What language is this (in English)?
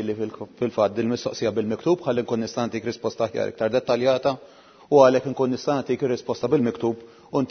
Maltese